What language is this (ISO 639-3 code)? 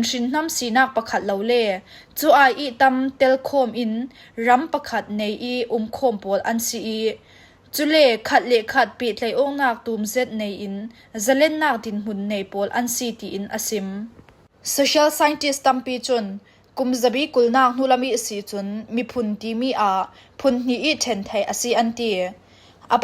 cfm